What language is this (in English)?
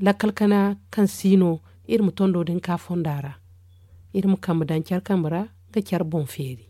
Zarma